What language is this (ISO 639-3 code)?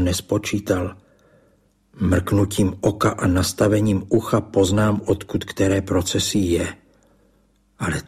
ces